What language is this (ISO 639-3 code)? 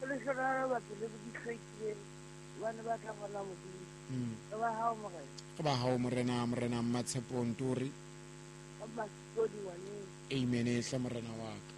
sot